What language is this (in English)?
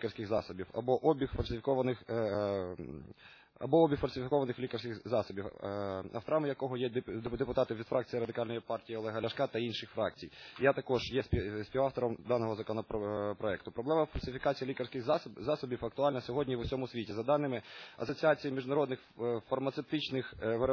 Ukrainian